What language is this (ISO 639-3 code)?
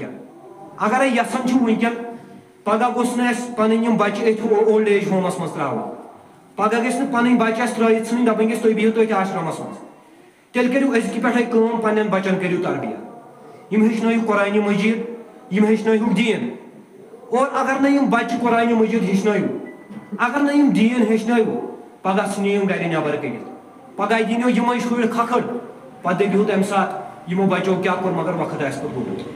kas